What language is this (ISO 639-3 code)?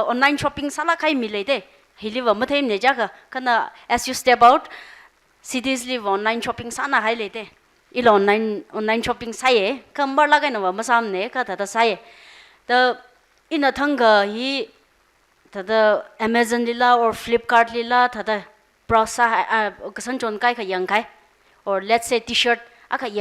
nmf